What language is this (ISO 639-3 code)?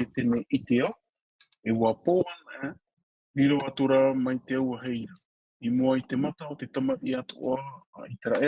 tah